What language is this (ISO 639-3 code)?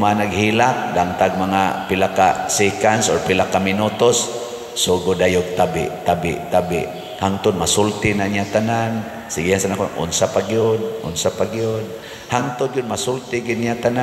ceb